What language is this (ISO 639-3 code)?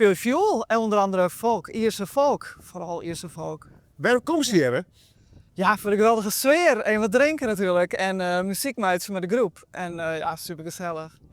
fry